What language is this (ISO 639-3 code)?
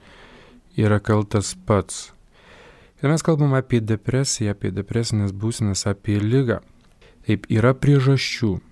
lit